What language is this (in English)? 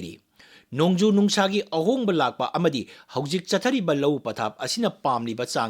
Manipuri